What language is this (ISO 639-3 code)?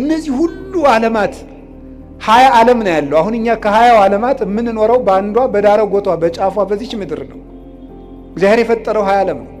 amh